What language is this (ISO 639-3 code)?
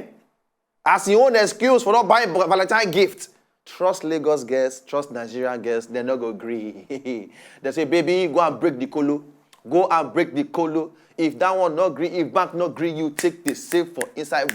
pcm